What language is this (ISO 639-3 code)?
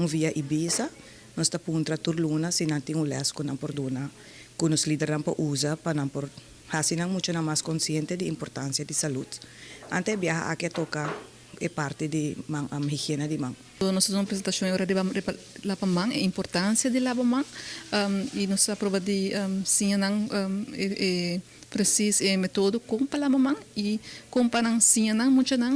pap